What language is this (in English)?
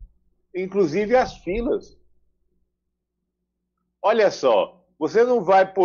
Portuguese